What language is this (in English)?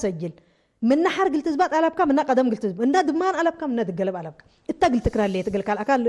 Tigre